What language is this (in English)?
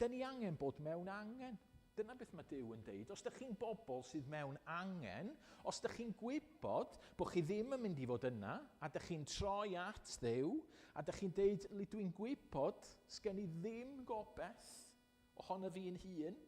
Welsh